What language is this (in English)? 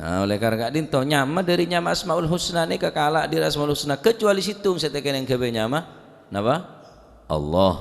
Madurese